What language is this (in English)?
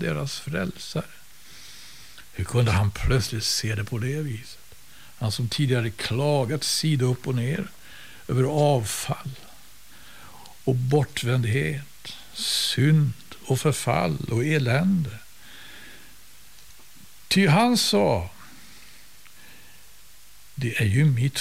Swedish